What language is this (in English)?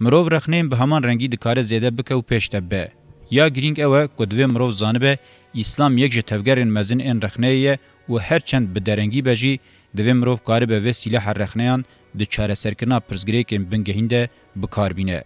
Kurdish